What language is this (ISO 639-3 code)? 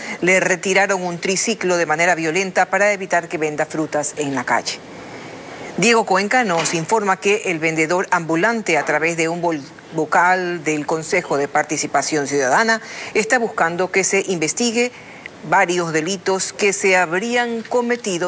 spa